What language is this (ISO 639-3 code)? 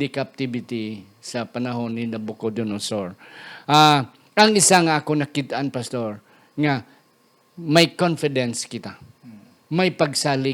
hil